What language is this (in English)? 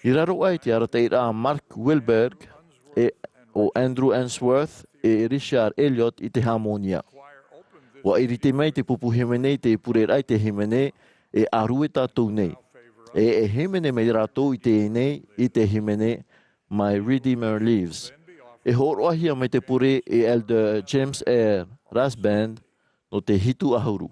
Tahitian